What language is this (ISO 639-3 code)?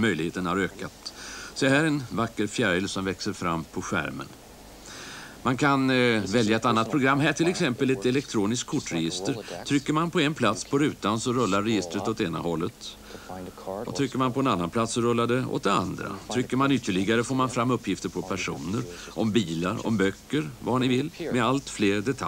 swe